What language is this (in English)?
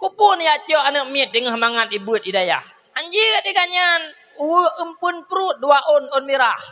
Achinese